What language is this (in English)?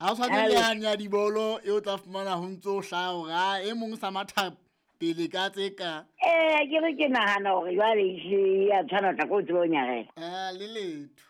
Southern Sotho